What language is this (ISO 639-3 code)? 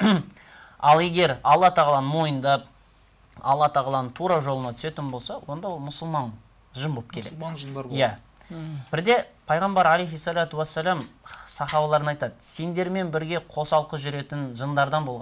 kaz